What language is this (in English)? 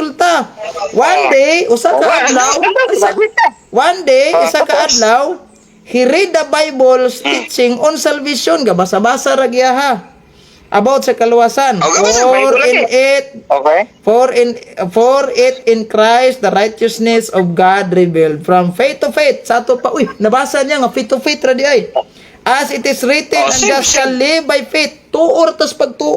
Cebuano